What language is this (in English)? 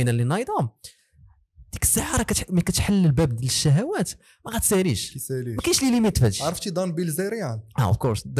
Moroccan Arabic